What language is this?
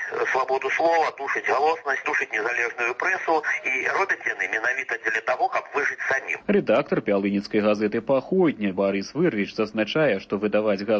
Belarusian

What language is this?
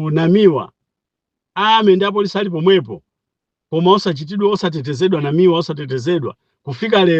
Nyanja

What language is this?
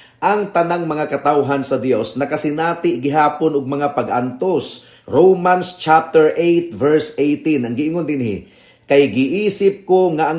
Cebuano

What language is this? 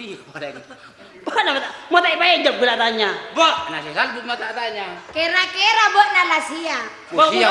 Madurese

